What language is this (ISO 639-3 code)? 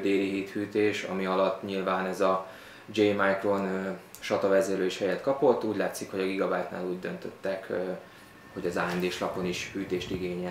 hun